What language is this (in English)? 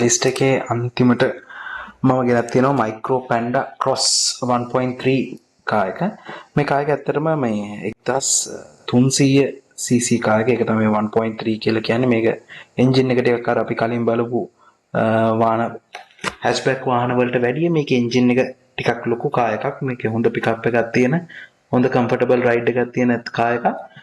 Sinhala